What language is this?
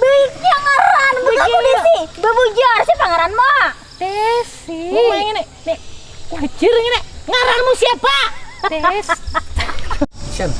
Banjar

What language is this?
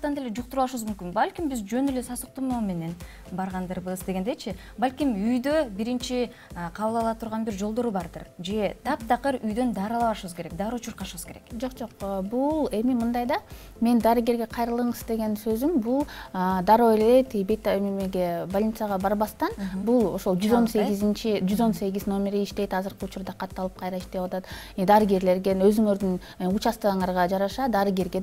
Kyrgyz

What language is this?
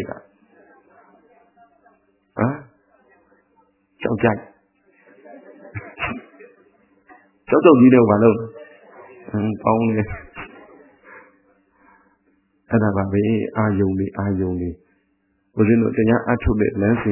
Burmese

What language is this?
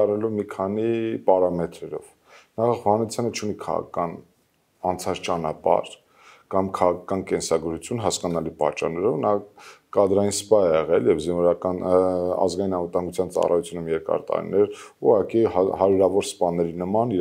Armenian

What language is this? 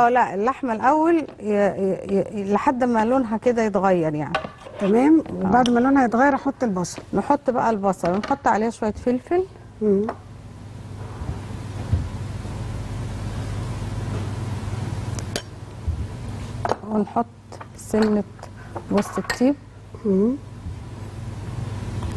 Egyptian Arabic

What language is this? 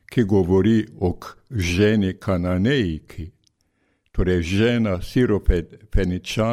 Slovenian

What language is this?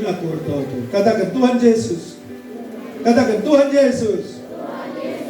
Batak Karo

